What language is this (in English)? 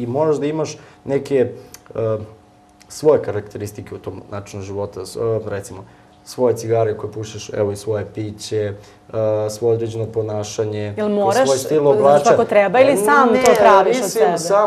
Serbian